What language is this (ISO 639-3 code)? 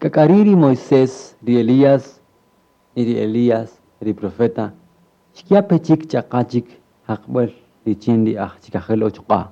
cak